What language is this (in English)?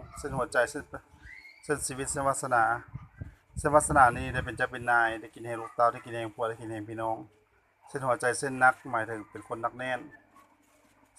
Lao